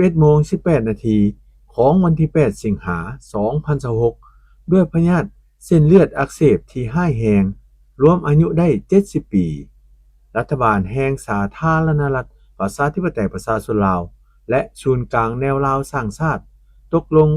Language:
Lao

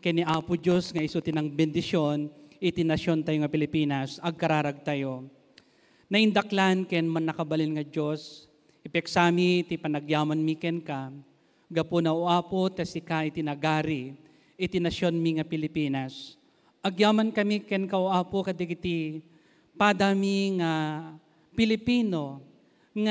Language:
Iloko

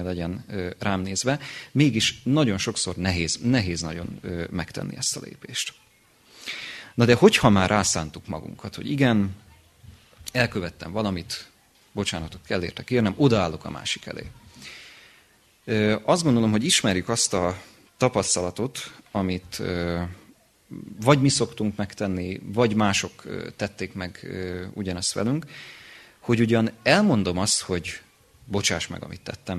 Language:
Hungarian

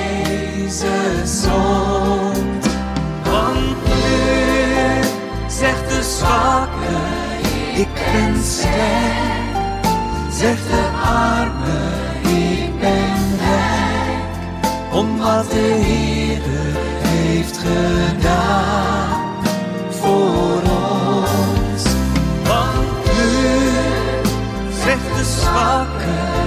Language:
Dutch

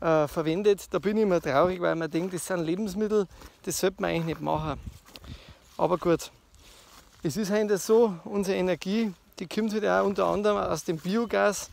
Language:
Bavarian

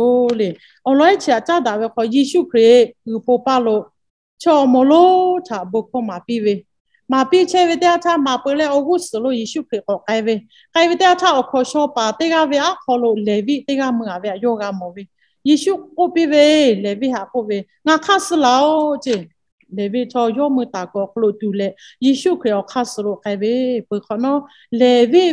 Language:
Lahu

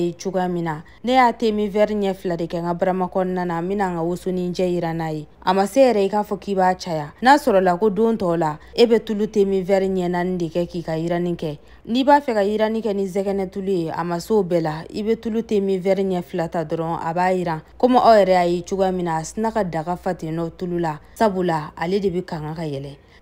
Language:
Bambara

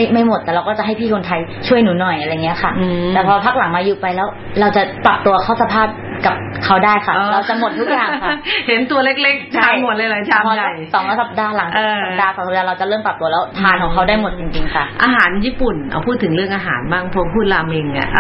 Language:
Thai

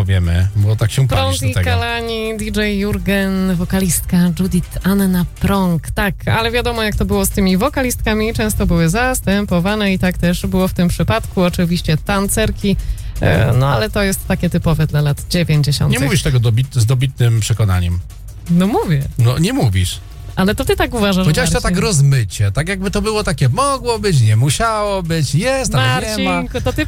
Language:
Polish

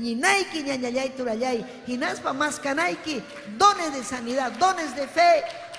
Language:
Ayacucho Quechua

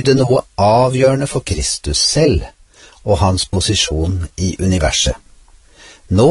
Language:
Norwegian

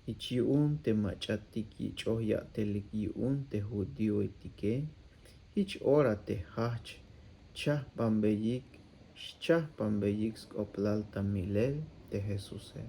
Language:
Tzeltal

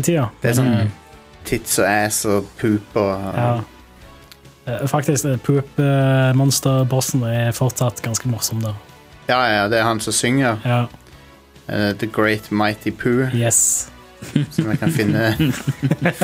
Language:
Norwegian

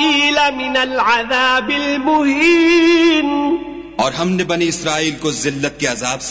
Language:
Urdu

